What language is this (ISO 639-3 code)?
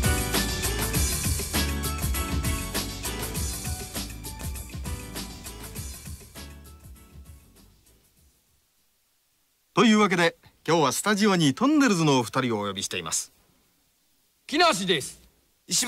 jpn